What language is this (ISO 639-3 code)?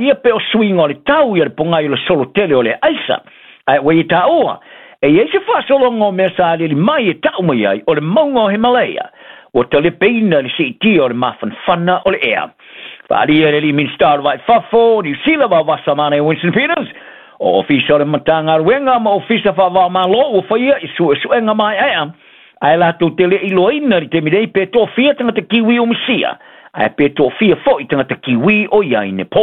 smo